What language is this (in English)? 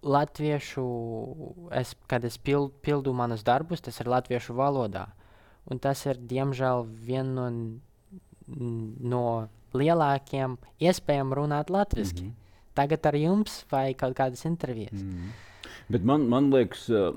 Latvian